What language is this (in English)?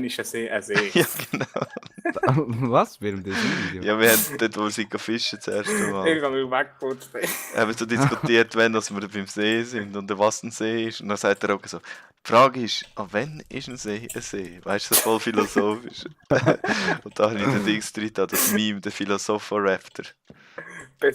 Swiss German